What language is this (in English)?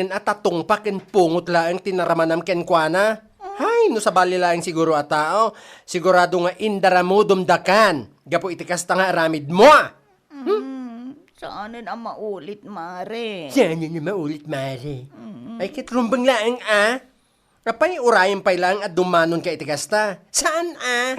Iloko